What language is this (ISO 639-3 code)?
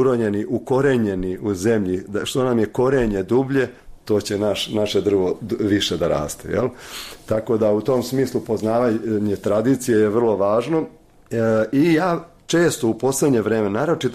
bos